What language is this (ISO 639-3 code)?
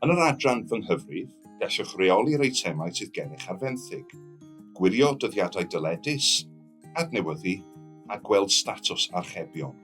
cym